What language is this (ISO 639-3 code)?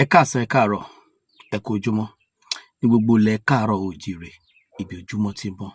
yor